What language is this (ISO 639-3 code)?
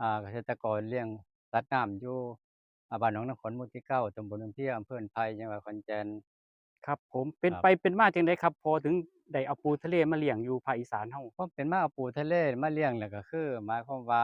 tts